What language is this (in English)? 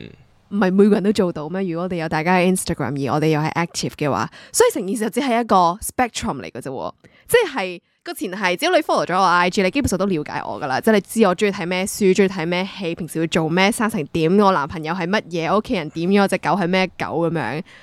Cantonese